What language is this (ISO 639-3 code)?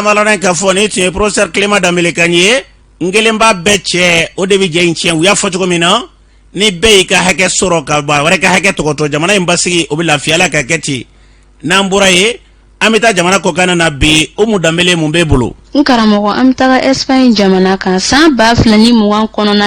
bam